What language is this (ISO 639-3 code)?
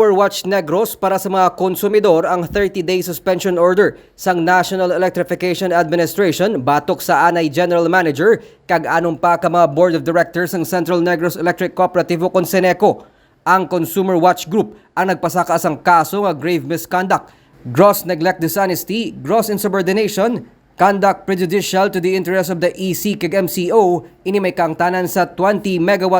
hil